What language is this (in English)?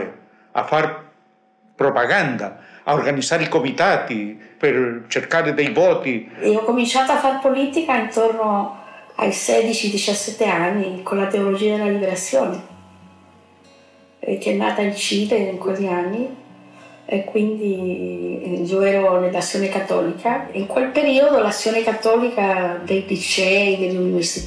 Italian